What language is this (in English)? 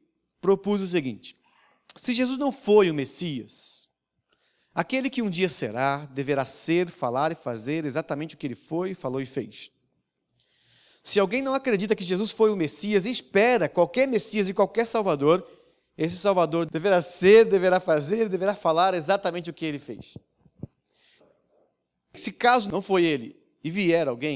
Portuguese